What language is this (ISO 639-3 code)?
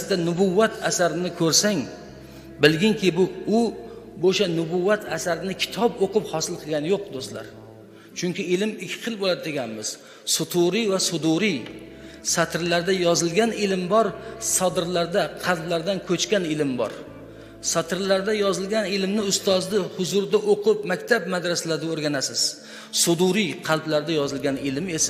uzb